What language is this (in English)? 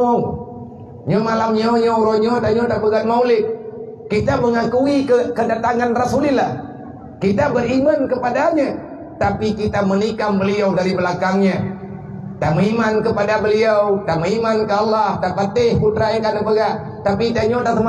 Achinese